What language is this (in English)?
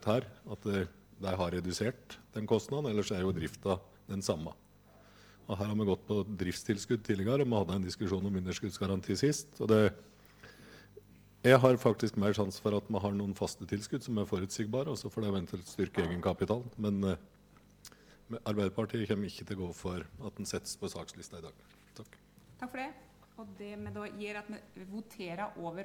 Norwegian